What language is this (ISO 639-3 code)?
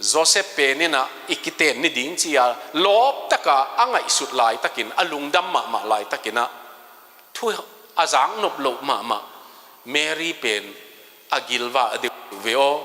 ctd